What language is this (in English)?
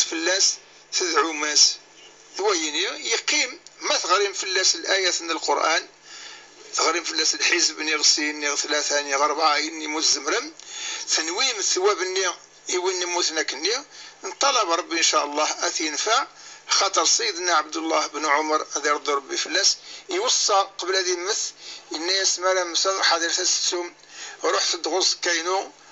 Kabyle